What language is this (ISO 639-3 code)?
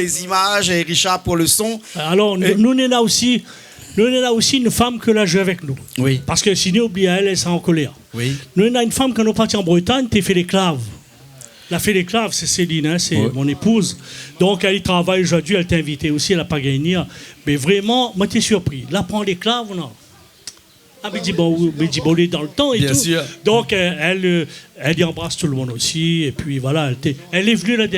rcf